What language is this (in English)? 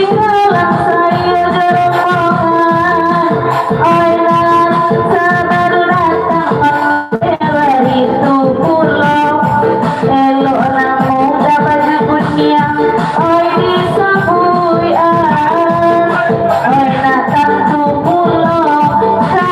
Minangkabau